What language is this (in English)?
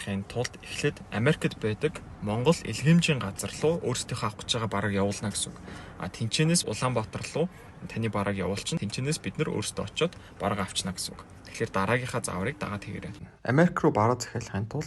Mongolian